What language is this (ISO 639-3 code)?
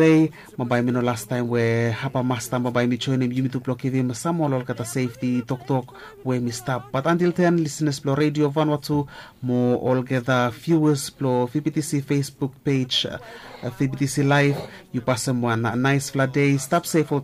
bis